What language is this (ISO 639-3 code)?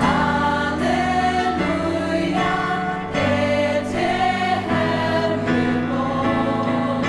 fao